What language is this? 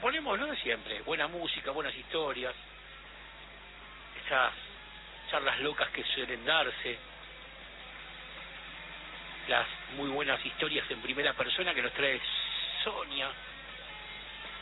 Spanish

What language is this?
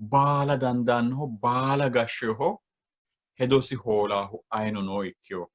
Sidamo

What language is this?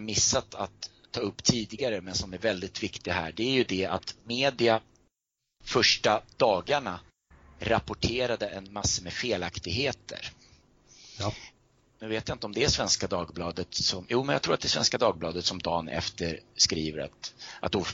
Swedish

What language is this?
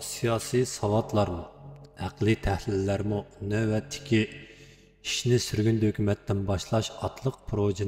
Uyghur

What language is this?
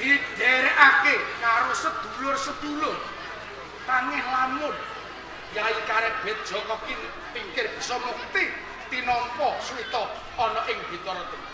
Javanese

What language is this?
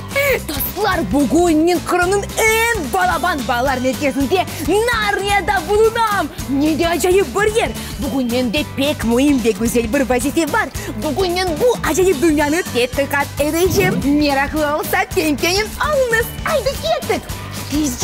Crimean Tatar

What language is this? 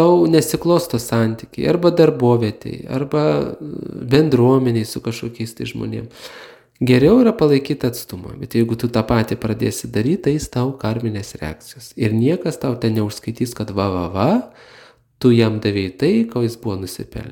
Lithuanian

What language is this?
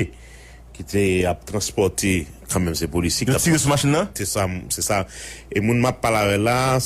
Haitian Creole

